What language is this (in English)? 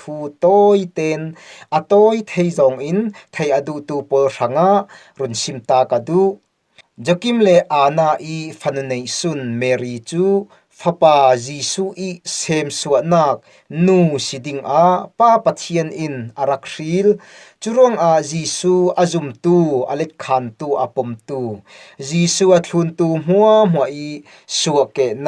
Falam Chin